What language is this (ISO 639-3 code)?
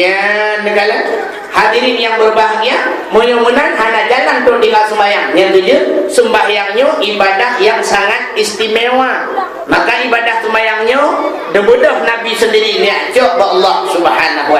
ace